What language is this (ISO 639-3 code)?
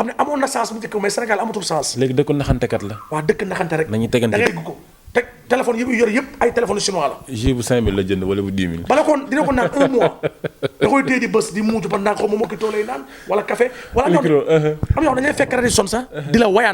wol